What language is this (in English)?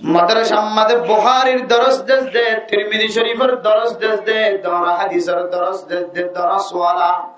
Rohingya